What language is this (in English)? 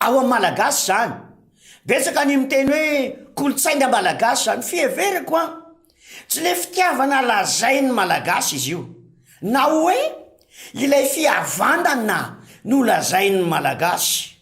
Malagasy